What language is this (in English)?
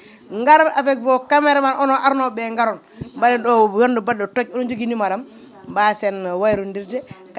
Fula